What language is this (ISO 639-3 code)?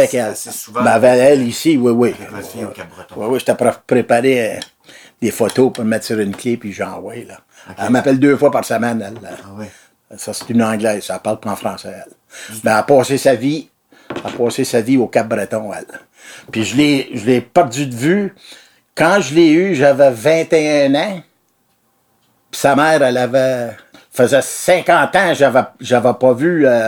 fra